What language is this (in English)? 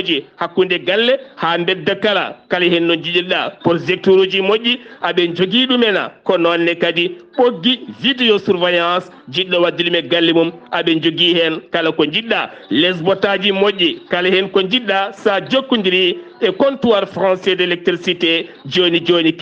Fula